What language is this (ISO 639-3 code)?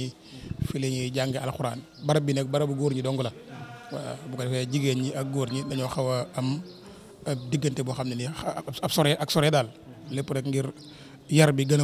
wol